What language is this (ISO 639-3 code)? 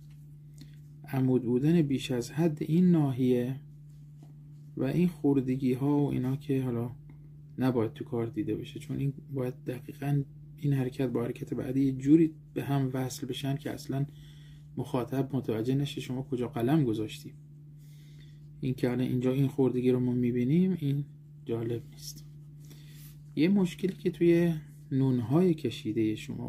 fas